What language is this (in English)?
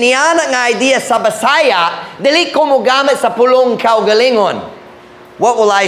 Cebuano